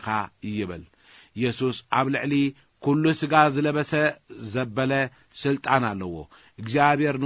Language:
Tigrinya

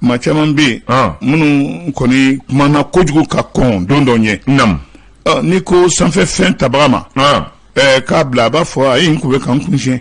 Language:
Bambara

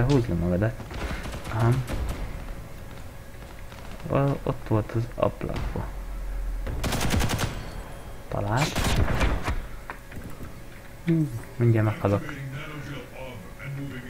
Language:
Hungarian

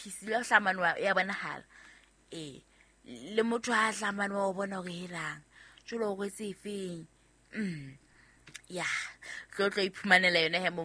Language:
Southern Sotho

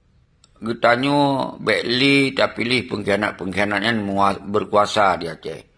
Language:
Achinese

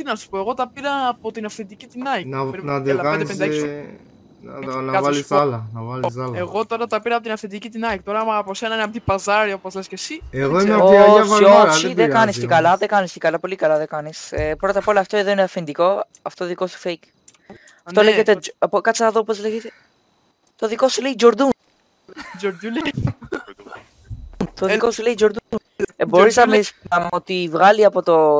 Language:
Greek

